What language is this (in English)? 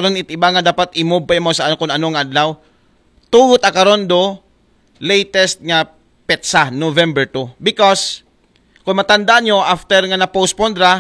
Aklanon